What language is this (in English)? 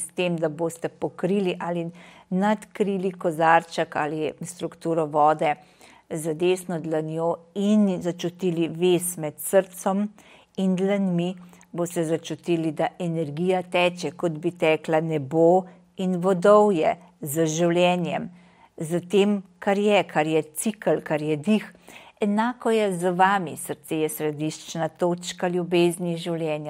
Slovenian